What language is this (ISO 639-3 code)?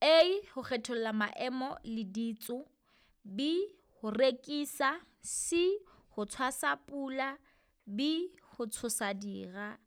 sot